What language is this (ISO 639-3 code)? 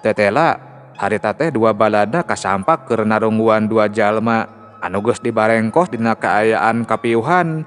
sun